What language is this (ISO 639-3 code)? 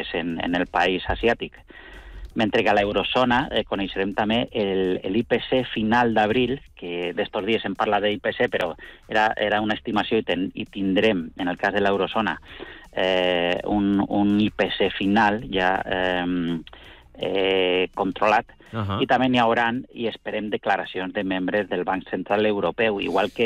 cat